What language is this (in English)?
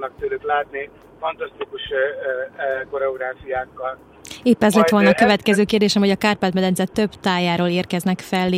Hungarian